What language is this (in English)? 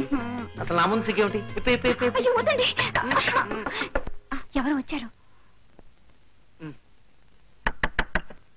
Telugu